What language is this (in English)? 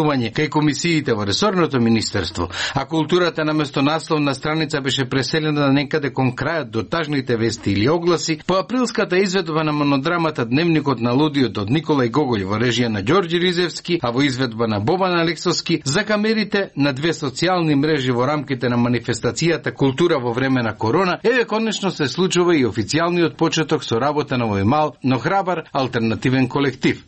Macedonian